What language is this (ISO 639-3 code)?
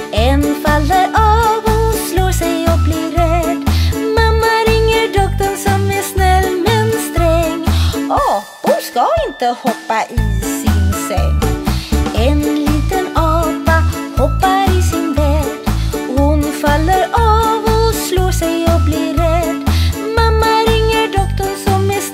swe